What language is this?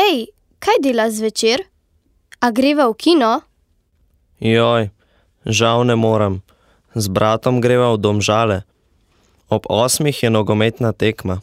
Slovenian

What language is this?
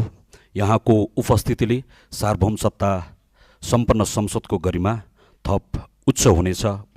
Nepali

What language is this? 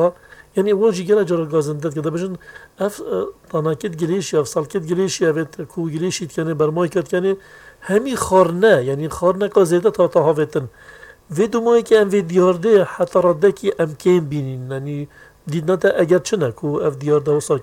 Kurdish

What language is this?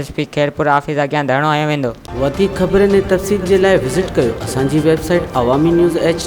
Sindhi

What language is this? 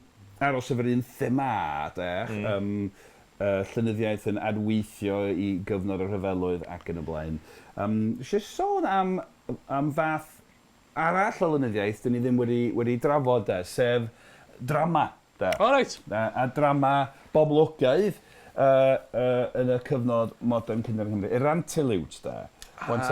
Welsh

